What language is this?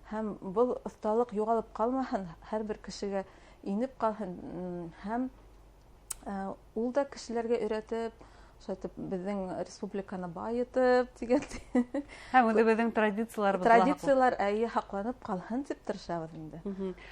Bashkir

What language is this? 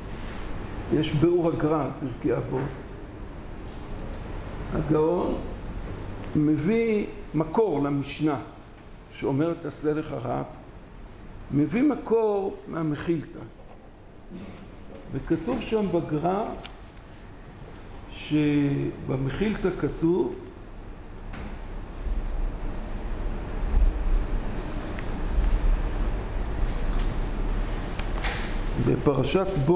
Hebrew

